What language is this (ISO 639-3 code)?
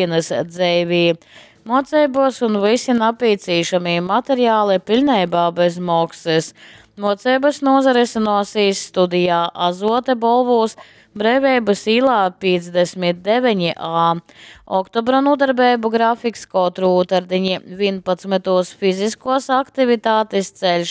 ltg